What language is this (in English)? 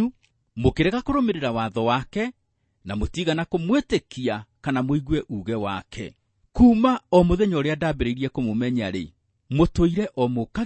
Kikuyu